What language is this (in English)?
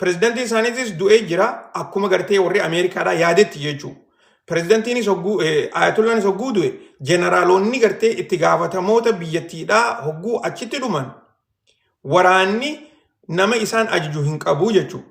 Oromo